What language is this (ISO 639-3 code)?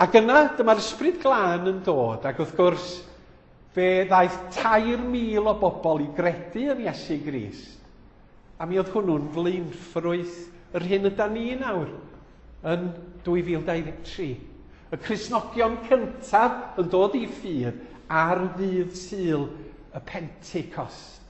cym